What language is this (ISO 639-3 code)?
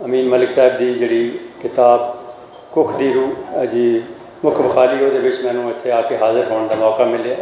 lah